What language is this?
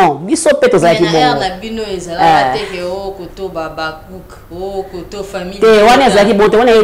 Lingala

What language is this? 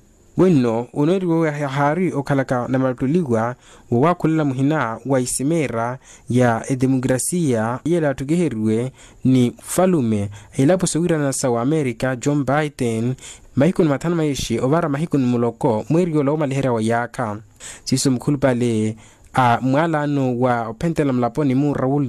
Makhuwa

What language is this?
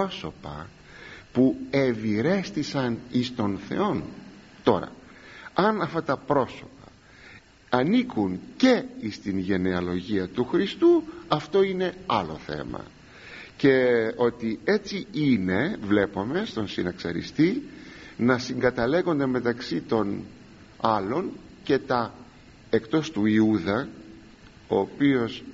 Greek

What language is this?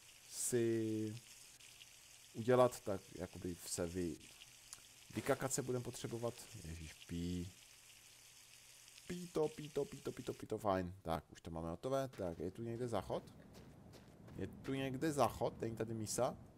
Czech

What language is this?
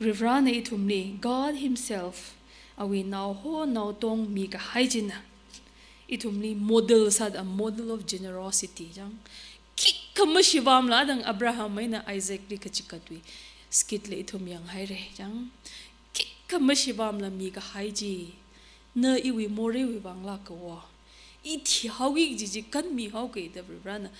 Tangkhul Naga (India)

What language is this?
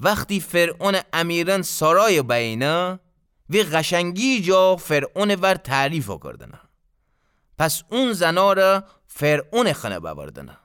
Gilaki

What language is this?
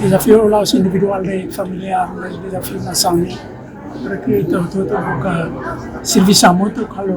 Tetum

